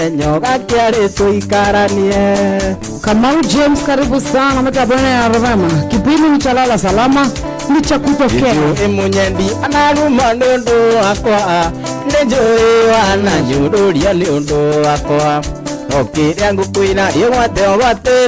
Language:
Kikuyu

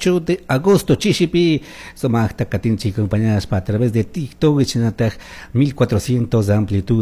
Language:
Chimborazo Highland Quichua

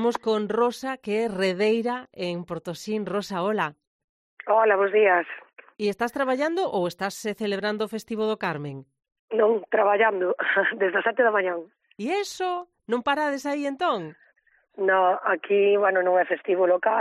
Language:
Galician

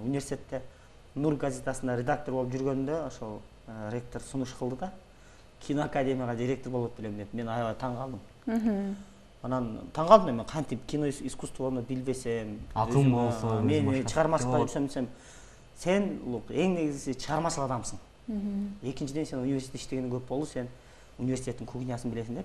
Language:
Kyrgyz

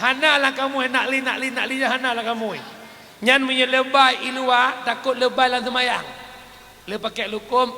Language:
Achinese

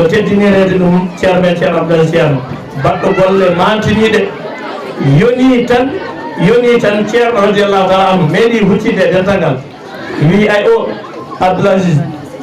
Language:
Fula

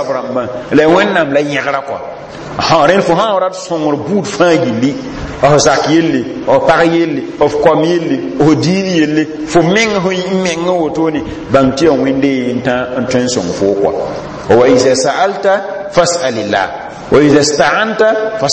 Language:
Mossi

